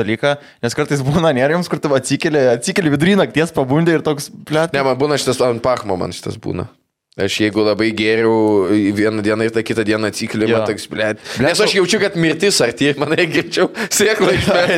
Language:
Lithuanian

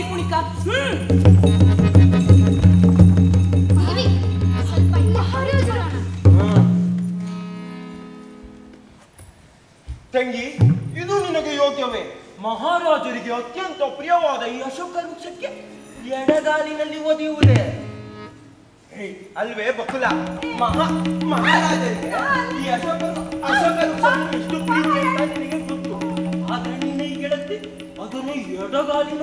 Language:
Kannada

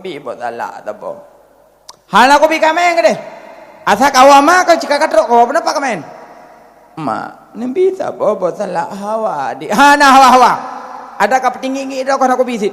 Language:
Achinese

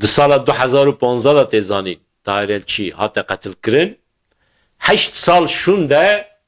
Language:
Kurdish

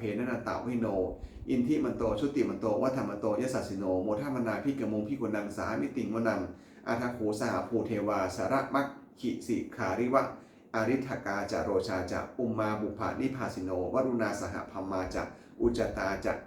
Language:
Pali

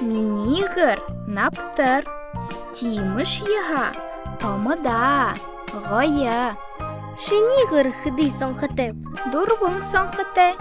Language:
Buriat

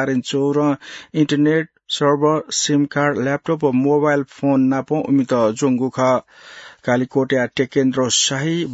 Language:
Newari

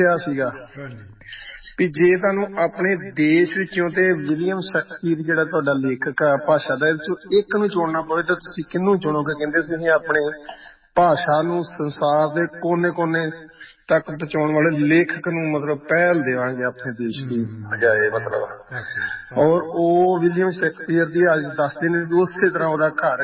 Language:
Punjabi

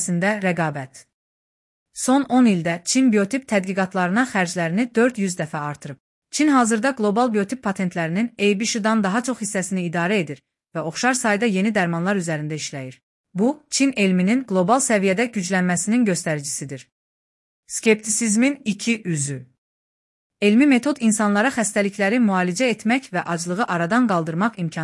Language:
Azerbaijani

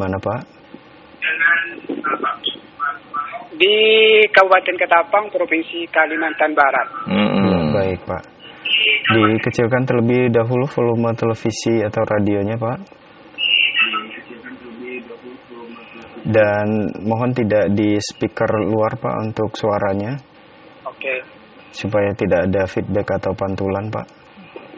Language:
Indonesian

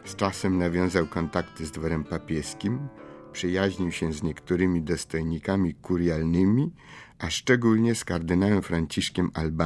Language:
Polish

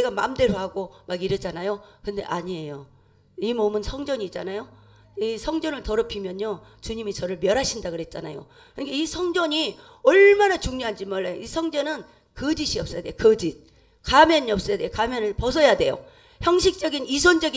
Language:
Korean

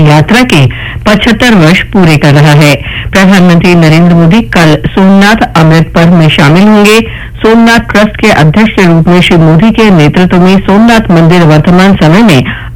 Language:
Hindi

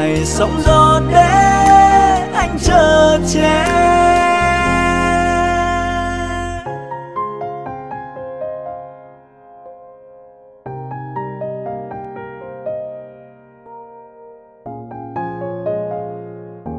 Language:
Vietnamese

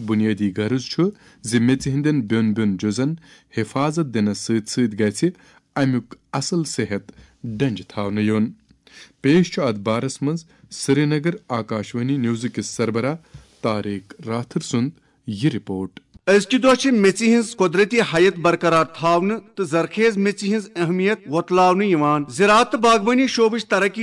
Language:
Kashmiri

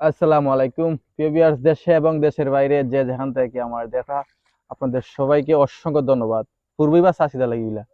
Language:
Sylheti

